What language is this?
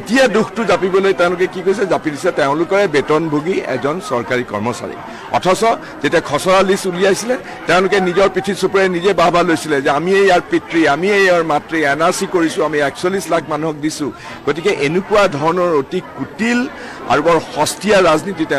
Assamese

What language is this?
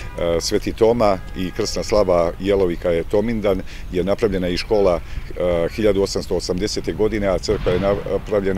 Serbian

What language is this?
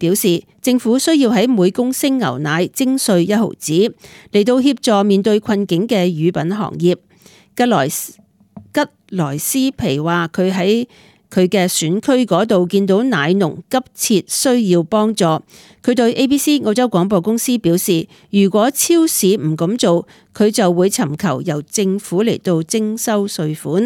Cantonese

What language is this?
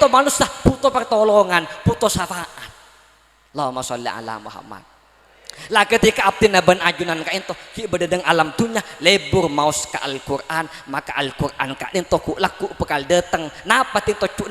Madurese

